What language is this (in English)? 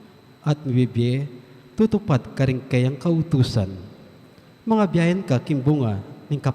Pampanga